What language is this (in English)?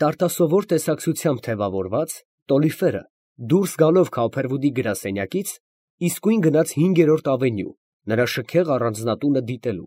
Armenian